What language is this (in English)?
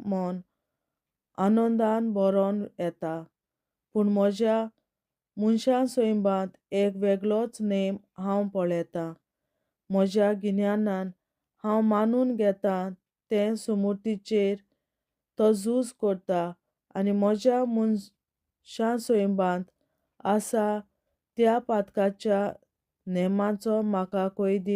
Konkani